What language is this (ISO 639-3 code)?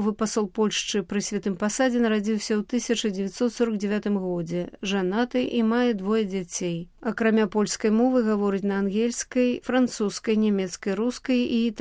bel